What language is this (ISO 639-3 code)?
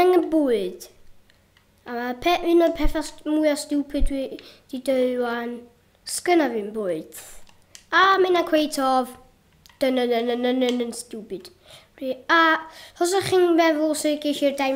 cym